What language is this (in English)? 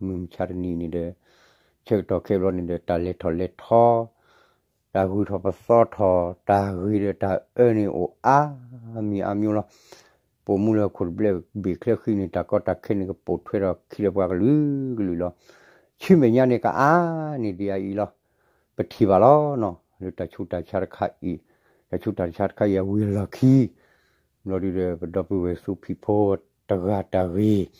S'gaw Karen